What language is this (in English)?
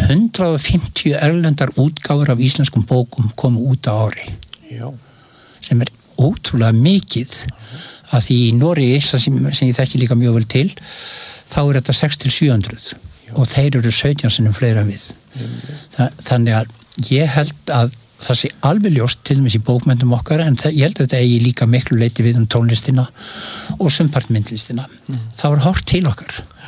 Icelandic